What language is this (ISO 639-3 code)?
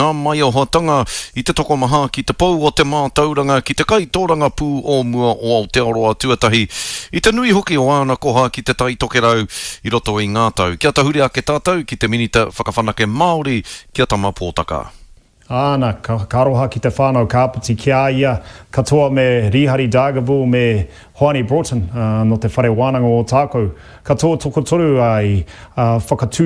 mri